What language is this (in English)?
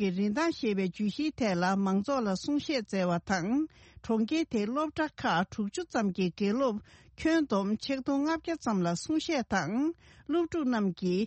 Tibetan